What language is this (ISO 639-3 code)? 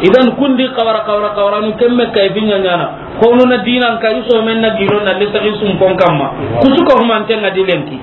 snk